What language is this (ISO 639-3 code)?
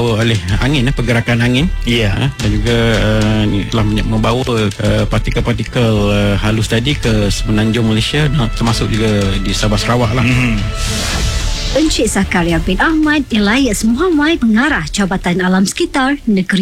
msa